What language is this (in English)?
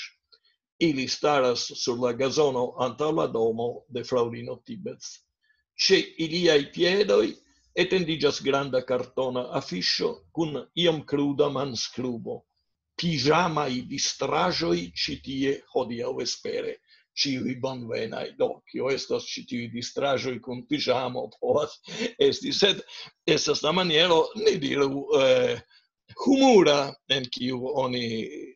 Esperanto